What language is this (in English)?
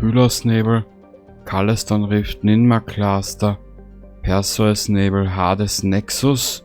Bavarian